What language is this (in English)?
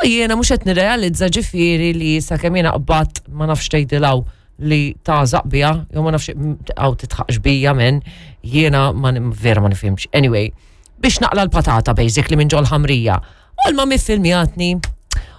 Maltese